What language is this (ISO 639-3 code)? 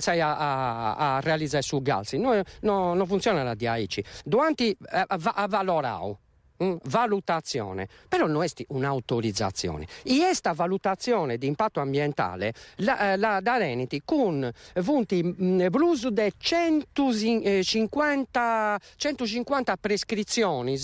srd